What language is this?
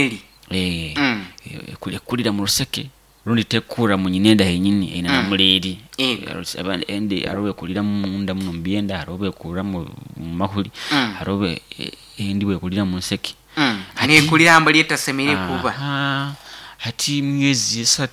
Nyoro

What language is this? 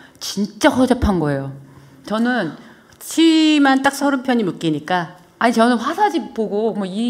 Korean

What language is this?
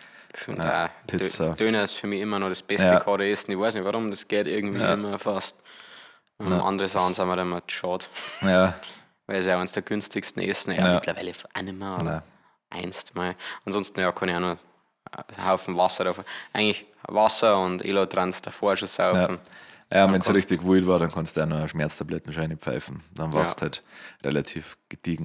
Bavarian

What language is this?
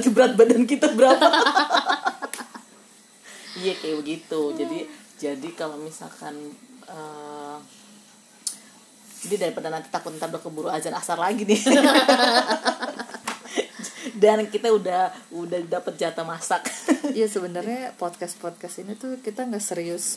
Indonesian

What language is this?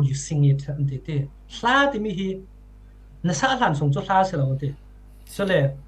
Falam Chin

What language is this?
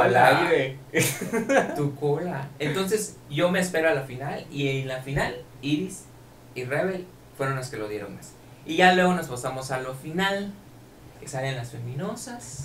Spanish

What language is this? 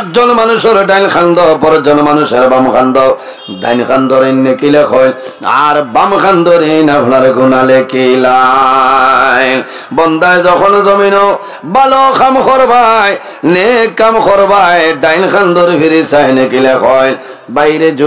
Sylheti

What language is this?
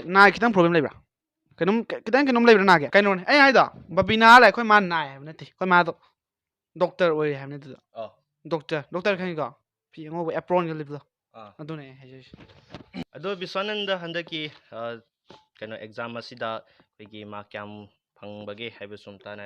Manipuri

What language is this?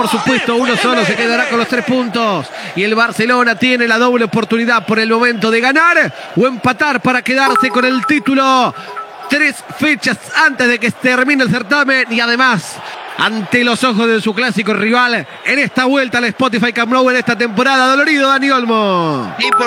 Spanish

